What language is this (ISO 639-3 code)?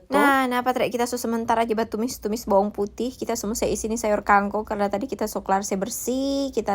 xmm